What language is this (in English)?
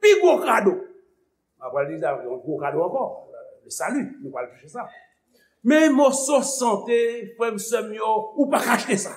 Haitian Creole